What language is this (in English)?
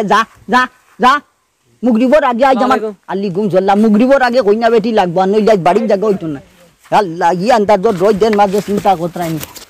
Sylheti